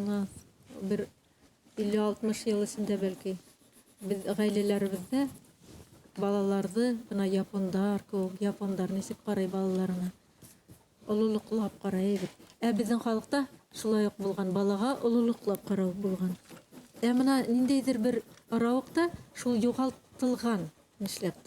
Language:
Bashkir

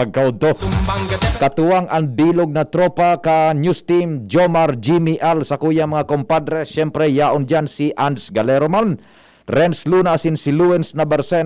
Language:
Bikol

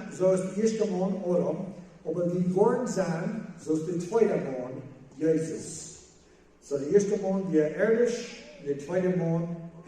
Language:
Plautdietsch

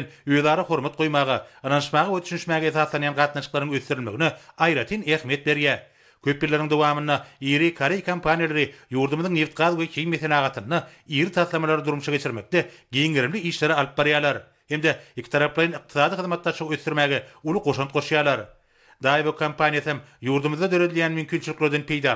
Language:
Turkmen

